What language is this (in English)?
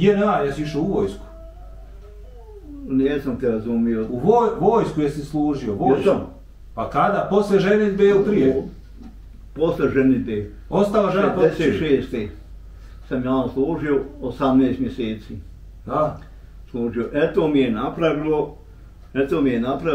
Bosnian